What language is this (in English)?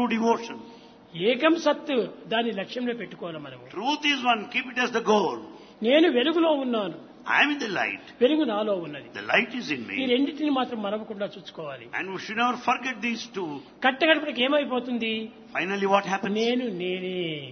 Telugu